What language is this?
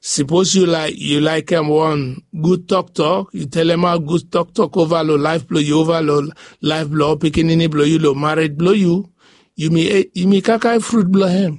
Bislama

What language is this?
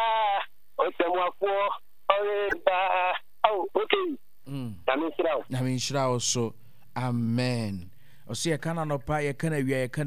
Akan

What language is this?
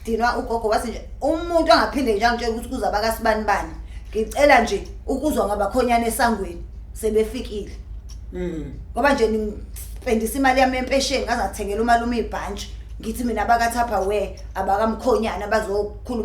Zulu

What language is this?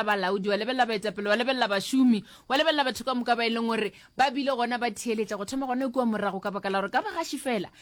Northern Sotho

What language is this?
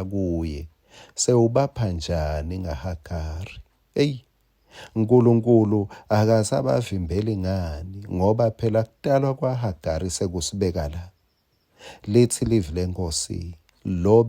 Swati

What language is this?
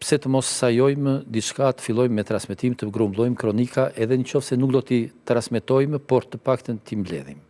Albanian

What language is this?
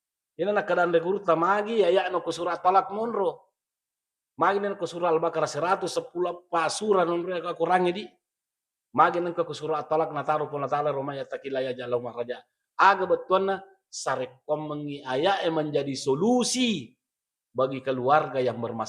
Buginese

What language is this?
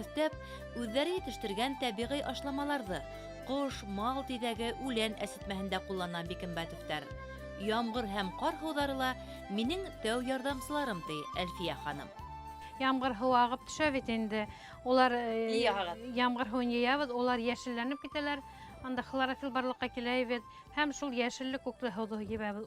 Bashkir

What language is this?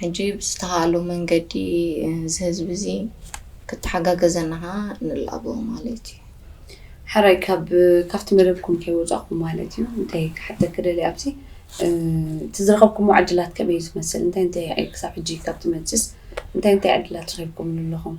Tigrinya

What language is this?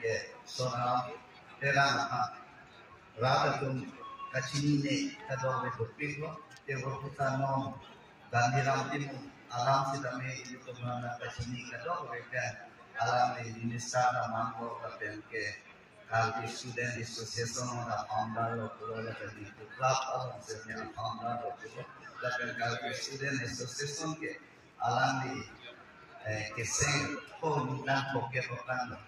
Karbi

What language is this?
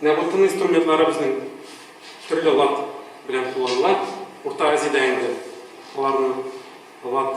Tatar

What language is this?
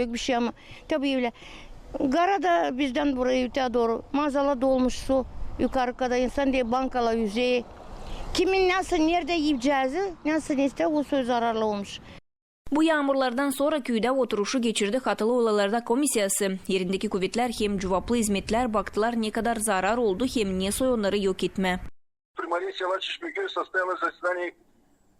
Gagauz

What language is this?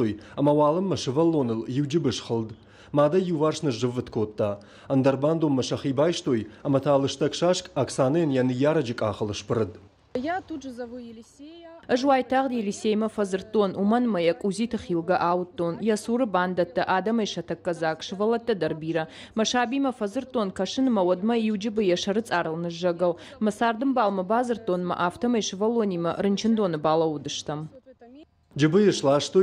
Ossetic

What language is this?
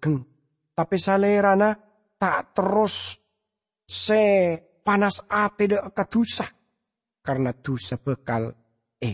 Madurese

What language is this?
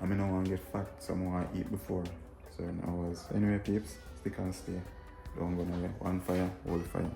Jamaican Creole English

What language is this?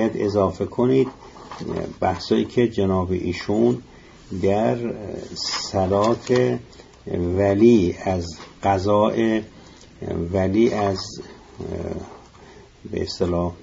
Persian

